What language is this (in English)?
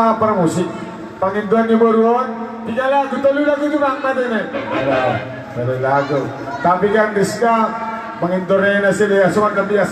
Batak Simalungun